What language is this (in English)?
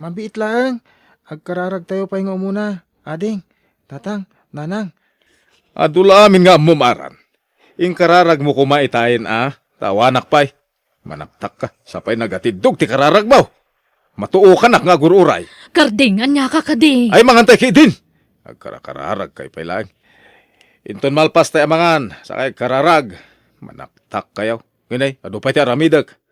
Iloko